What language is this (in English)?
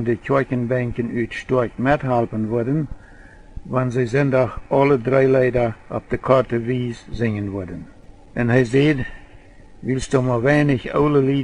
Plautdietsch